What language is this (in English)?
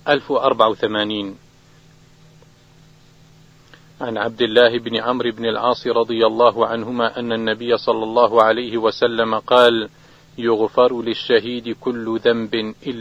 Arabic